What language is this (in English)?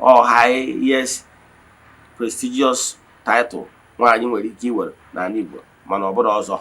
Igbo